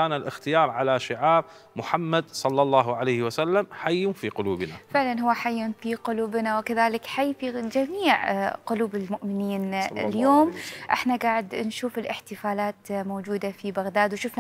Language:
Mesopotamian Arabic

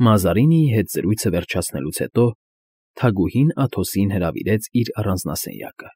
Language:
Armenian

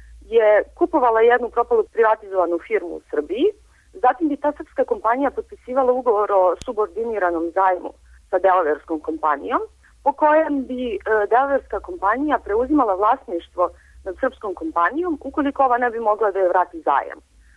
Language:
Serbian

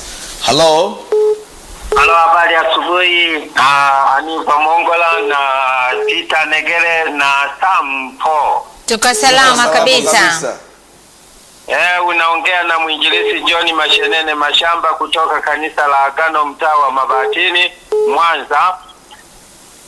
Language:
Swahili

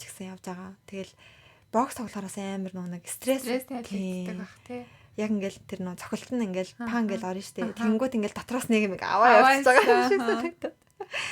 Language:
Mongolian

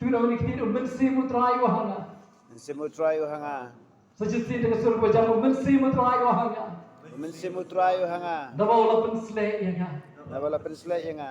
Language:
Khasi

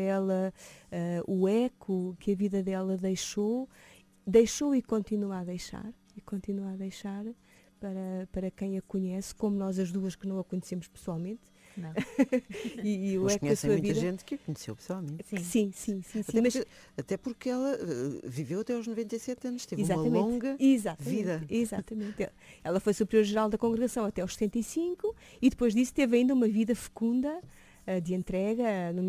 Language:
Portuguese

